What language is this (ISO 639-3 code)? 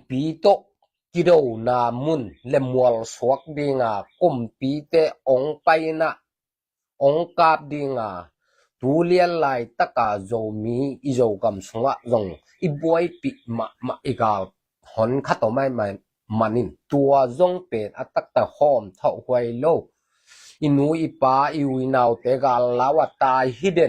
ctd